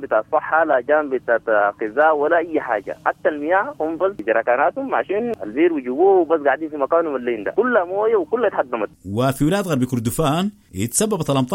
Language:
Sudanese Arabic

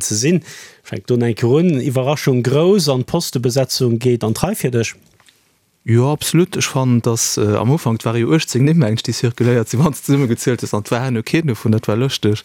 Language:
Luxembourgish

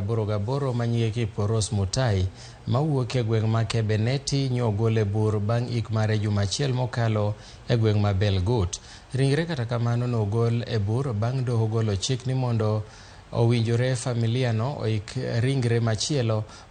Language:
Luo (Kenya and Tanzania)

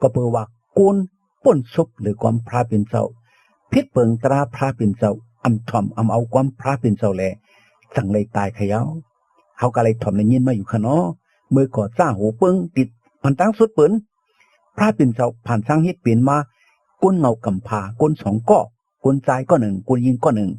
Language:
Shan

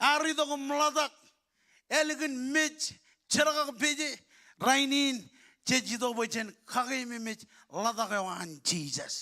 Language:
Marshallese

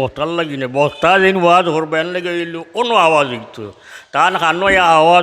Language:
Sylheti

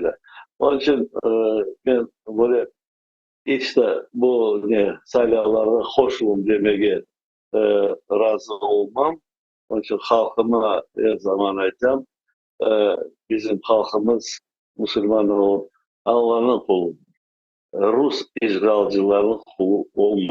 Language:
Crimean Tatar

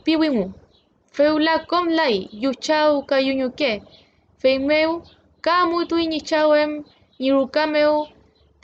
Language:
Mapuche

